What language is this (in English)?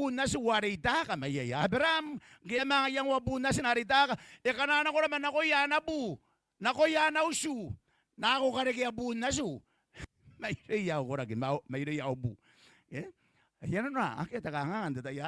Gilbertese